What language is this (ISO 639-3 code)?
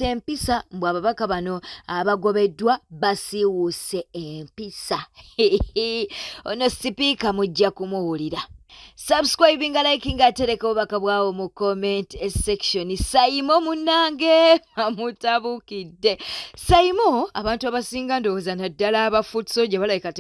lug